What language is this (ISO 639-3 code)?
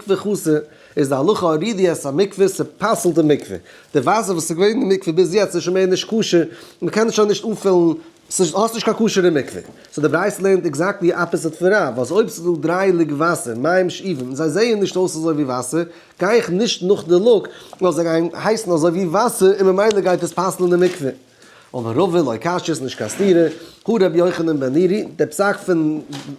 yid